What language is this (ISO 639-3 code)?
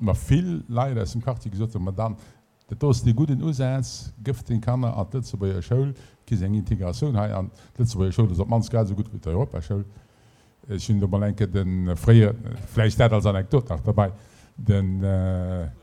ltz